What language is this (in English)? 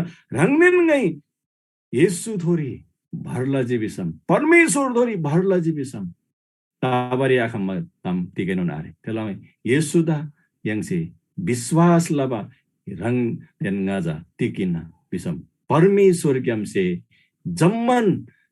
Eastern Tamang